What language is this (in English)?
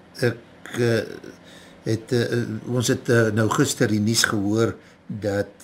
Afrikaans